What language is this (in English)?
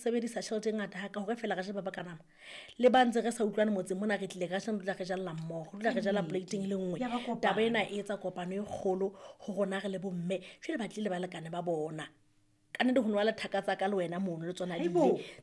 Southern Sotho